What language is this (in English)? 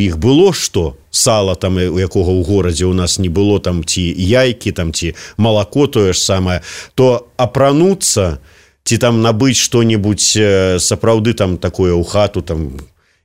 Belarusian